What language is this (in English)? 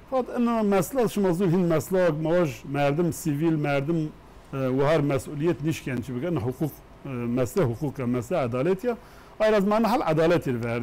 Zaza